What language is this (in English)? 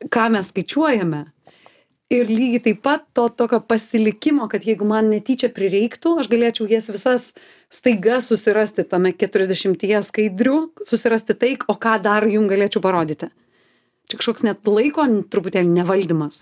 Lithuanian